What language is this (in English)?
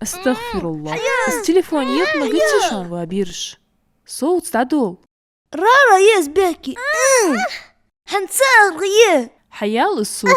Ingush